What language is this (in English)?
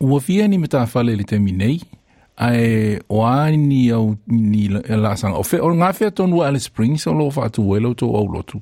Samoan